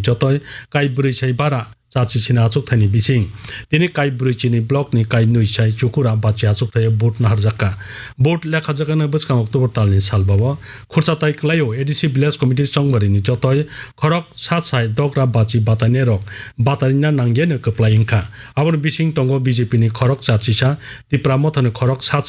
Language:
Kok Borok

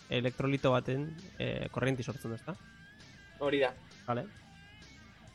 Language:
Basque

